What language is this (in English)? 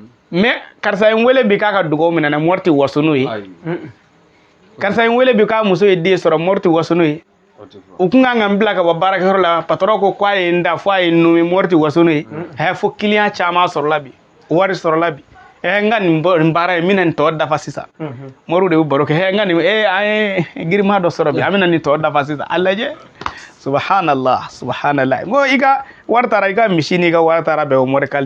Bambara